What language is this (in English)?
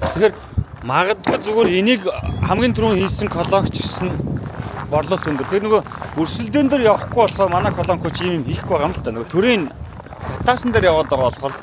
Mongolian